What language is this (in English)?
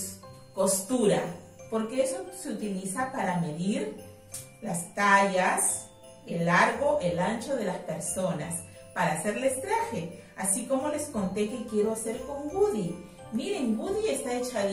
Spanish